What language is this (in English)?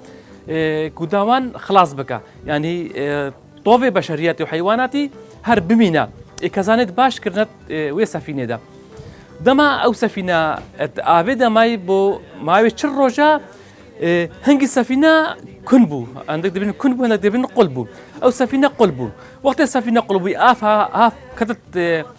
Kurdish